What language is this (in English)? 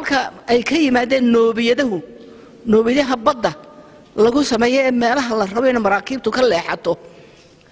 Somali